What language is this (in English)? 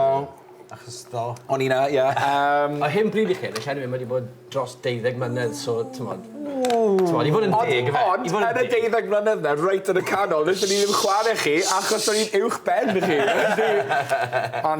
Welsh